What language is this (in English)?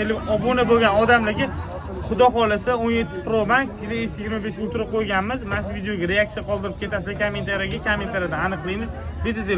Uzbek